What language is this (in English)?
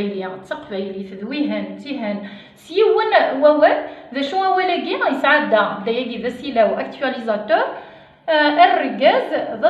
Kabyle